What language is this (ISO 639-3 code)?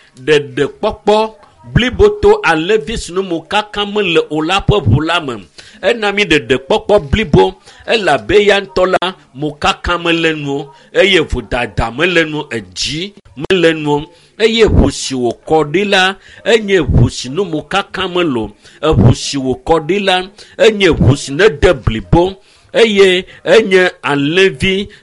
ewe